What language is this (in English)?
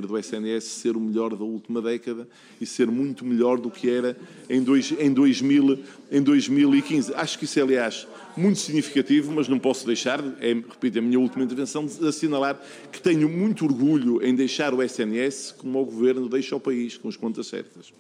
Portuguese